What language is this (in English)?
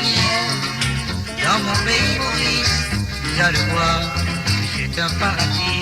Morisyen